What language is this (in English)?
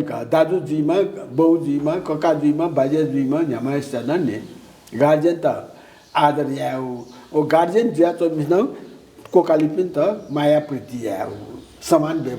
Newari